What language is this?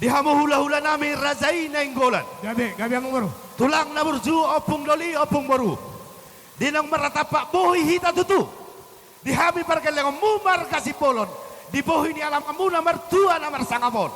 Batak Toba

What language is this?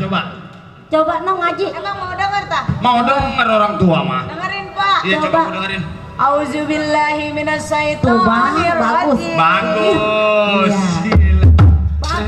Betawi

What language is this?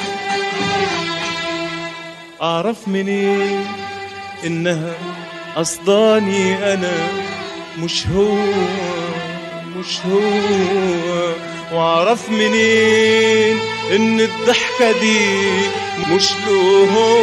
Egyptian Arabic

